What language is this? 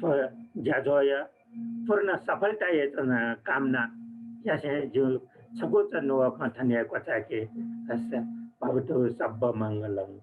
Newari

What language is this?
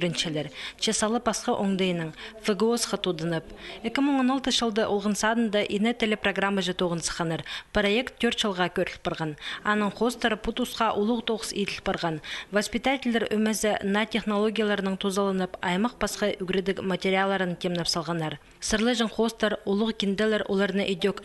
Khakas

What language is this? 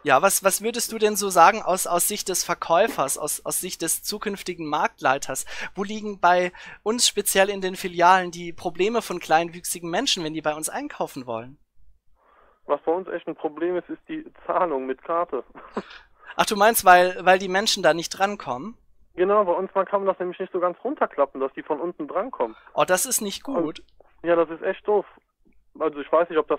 German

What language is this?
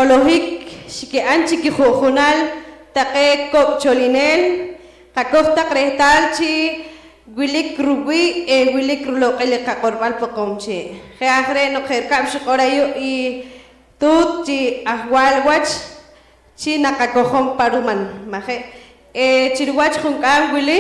Poqomchi'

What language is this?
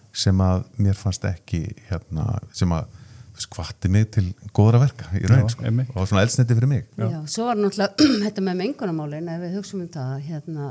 Icelandic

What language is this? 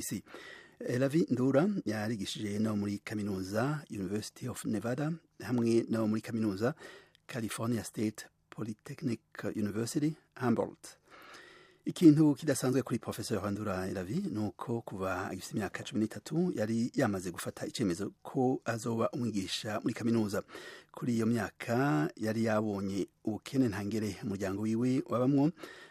Rundi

